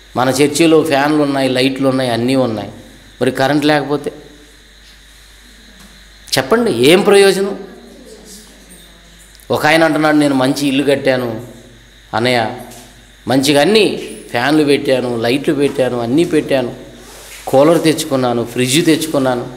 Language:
Telugu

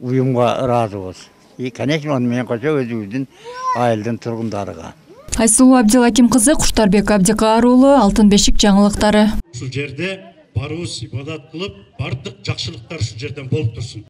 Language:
Kyrgyz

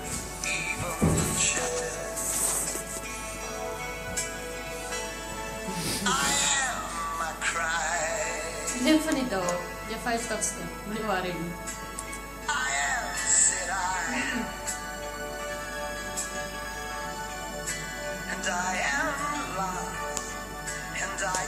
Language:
Afrikaans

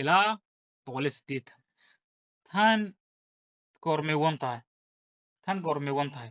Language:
Somali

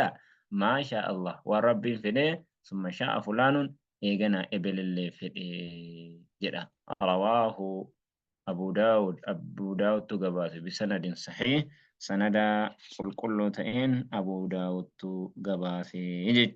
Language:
Oromo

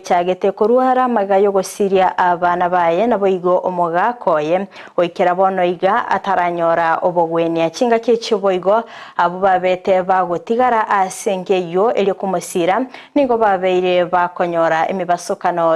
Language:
Gusii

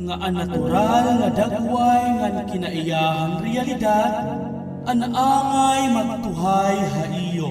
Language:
Waray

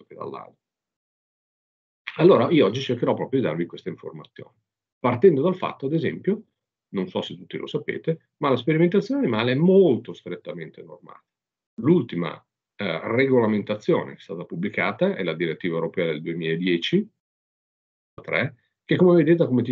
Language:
Italian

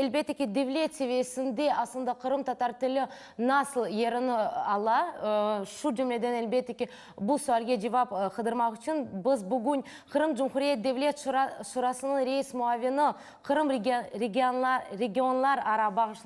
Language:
Crimean Tatar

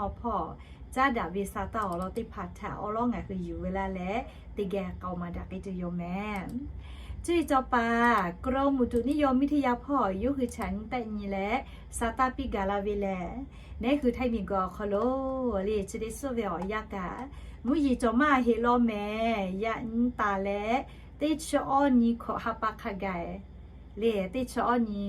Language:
Lahu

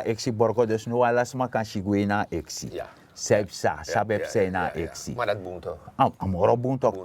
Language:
Sranan Tongo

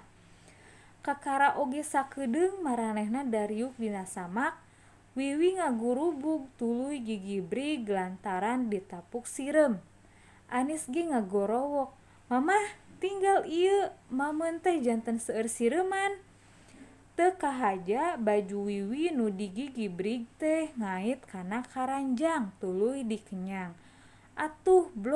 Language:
Sundanese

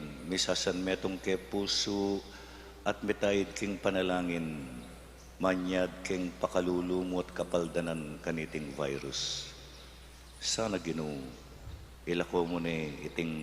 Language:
Pampanga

